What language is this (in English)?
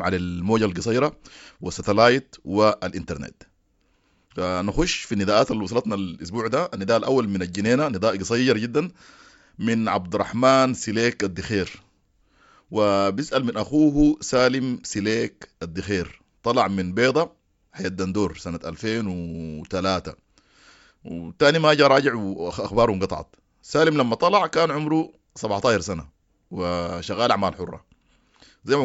Sudanese Arabic